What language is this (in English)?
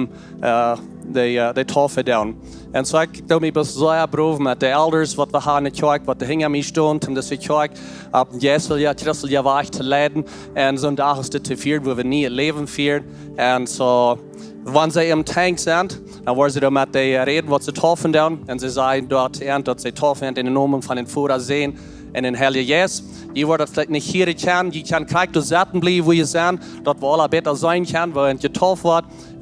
Plautdietsch